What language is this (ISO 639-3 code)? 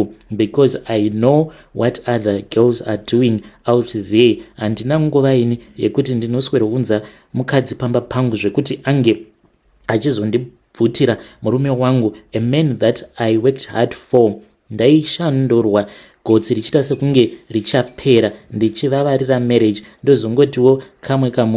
sna